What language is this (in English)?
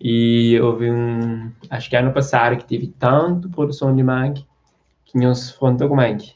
Kabuverdianu